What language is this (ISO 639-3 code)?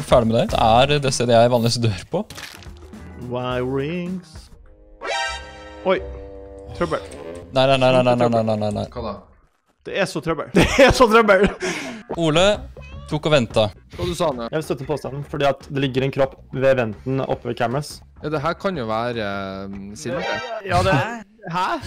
nor